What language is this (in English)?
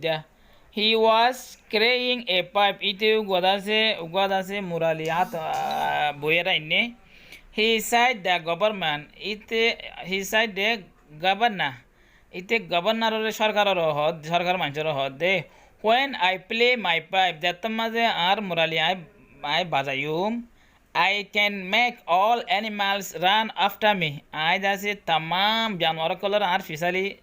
Rohingya